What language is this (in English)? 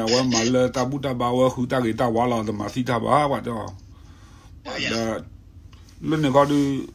S'gaw Karen